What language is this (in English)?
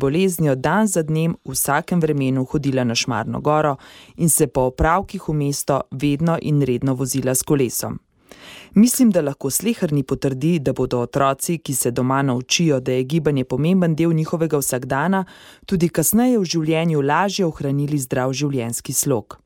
Slovenian